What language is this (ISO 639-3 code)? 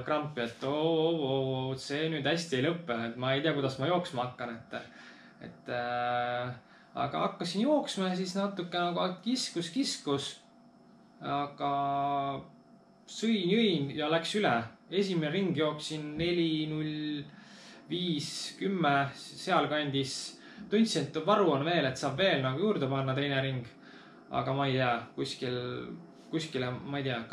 est